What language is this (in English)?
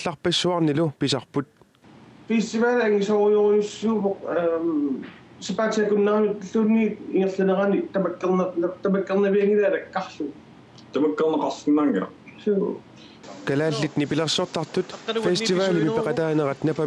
Kalaallisut